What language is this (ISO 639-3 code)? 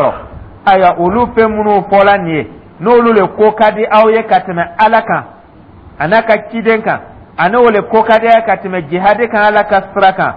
dyu